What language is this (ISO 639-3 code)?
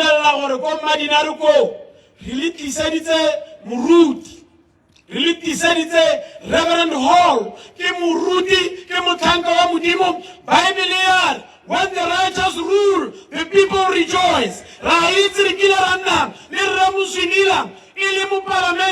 tsn